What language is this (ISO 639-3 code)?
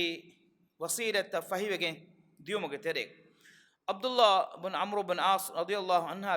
div